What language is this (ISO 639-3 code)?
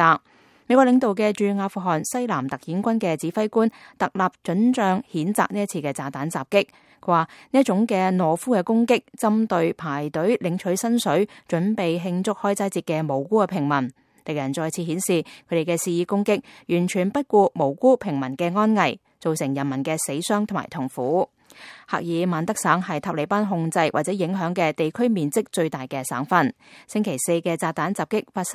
yue